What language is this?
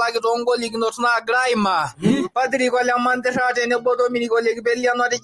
Masai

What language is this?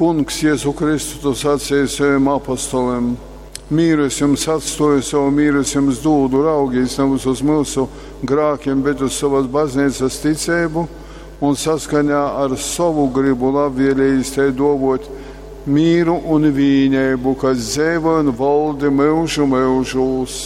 Latgalian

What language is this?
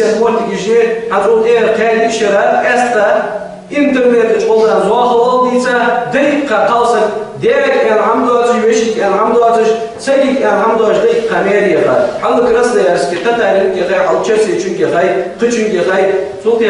Ingush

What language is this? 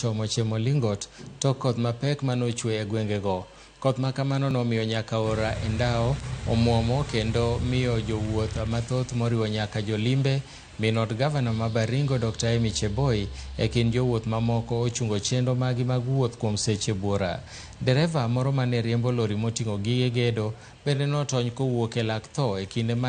Luo (Kenya and Tanzania)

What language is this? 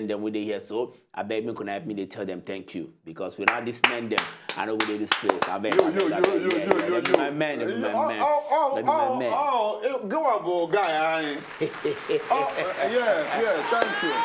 Nigerian Pidgin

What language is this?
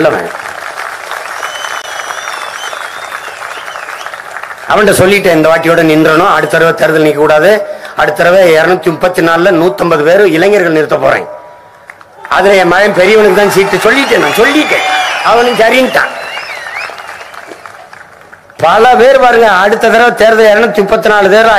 Tamil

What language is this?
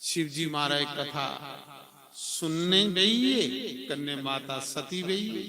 Dogri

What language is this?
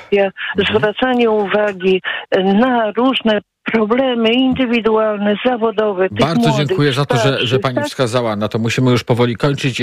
Polish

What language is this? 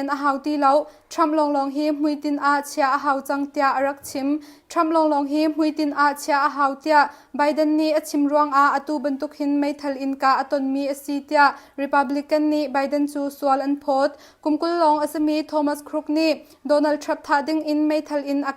Hakha Chin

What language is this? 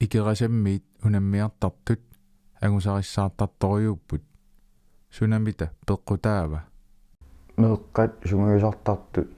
Kalaallisut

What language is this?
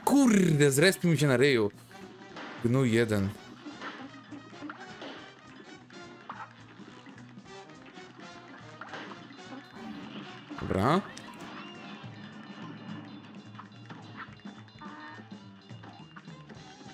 Polish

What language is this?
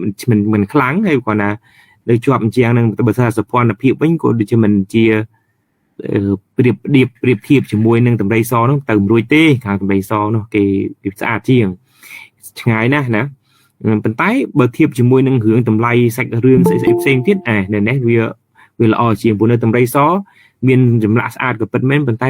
Khmer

